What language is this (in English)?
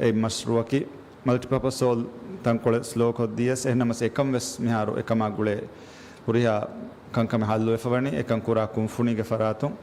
Divehi